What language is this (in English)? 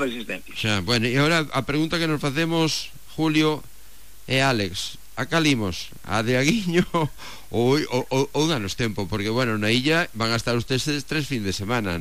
Galician